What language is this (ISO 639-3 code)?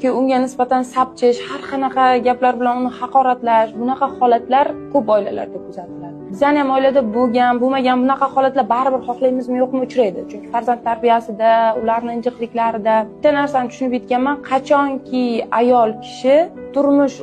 uzb